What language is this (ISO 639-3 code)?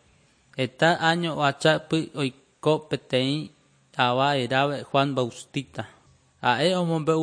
grn